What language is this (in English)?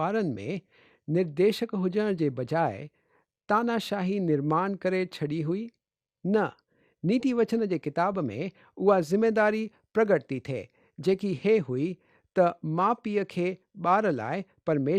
Sindhi